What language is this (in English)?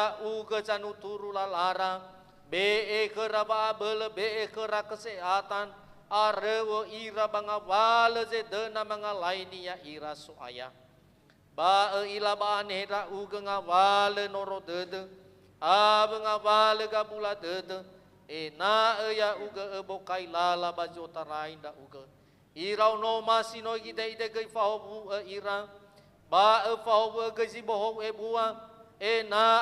Nias